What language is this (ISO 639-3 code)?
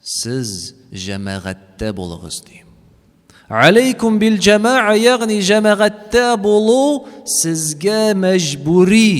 tat